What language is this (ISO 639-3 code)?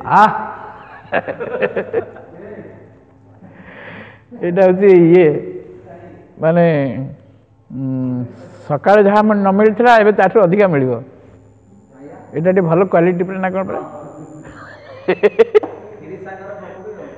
ori